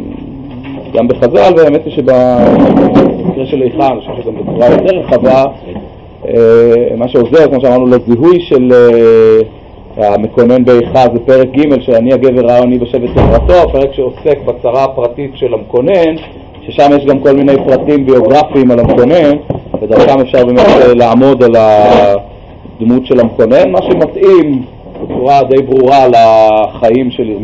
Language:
Hebrew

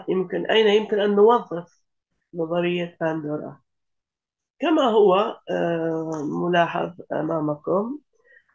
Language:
Arabic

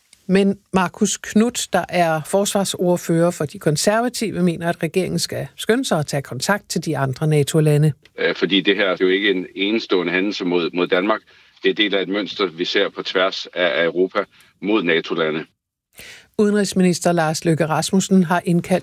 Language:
Danish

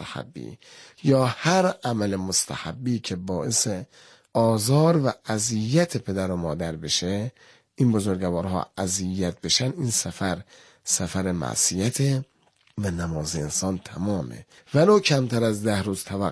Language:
Persian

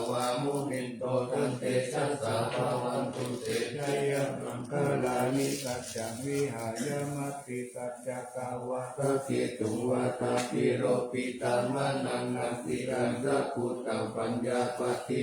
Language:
Pali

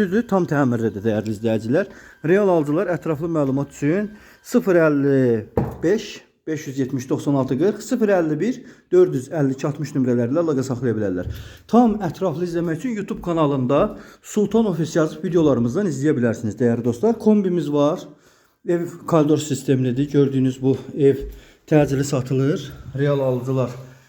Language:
Azerbaijani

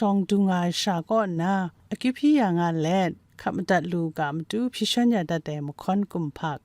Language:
Kachin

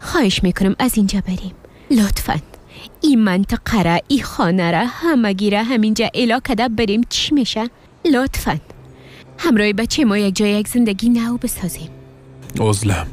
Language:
Persian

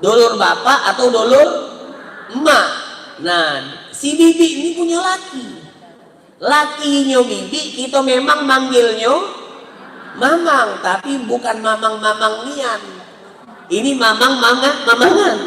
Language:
Musi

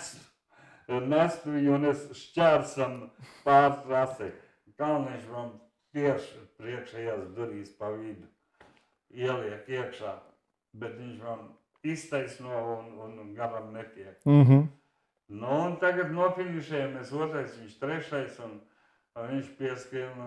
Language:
Latvian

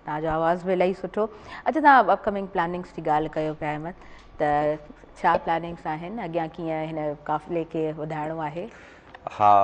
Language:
Sindhi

